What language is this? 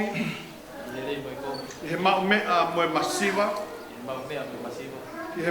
Tongan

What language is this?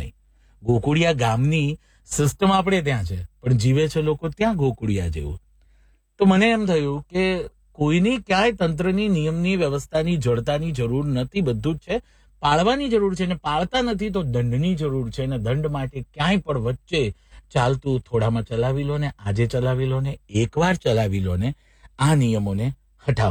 Gujarati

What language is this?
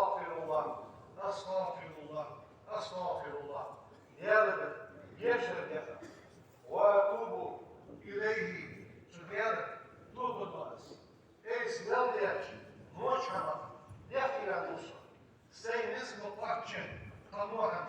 Ingush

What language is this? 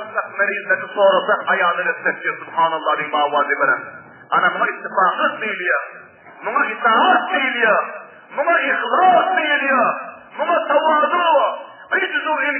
Turkmen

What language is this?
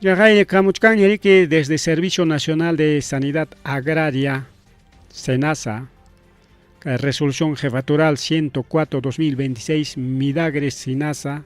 Ayacucho Quechua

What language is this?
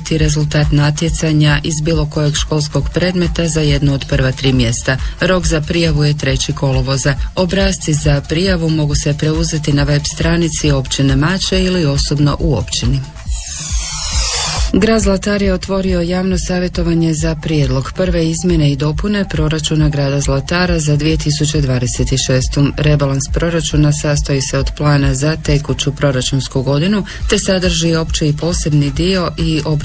Croatian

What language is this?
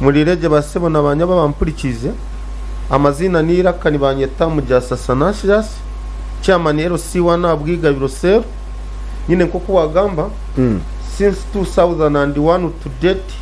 Nyankole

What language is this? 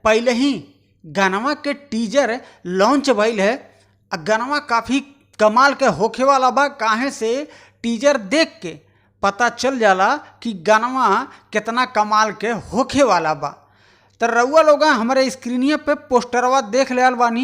Bhojpuri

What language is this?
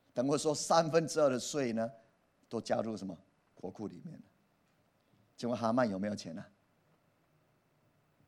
Chinese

